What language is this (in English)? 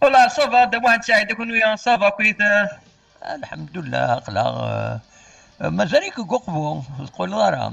Kabyle